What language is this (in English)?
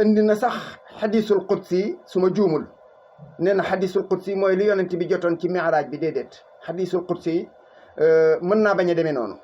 Wolof